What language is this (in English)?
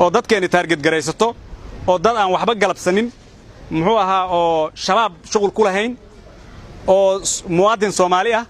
Somali